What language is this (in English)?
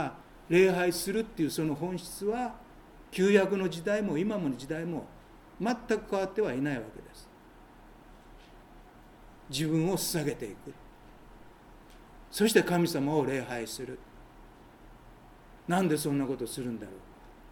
Japanese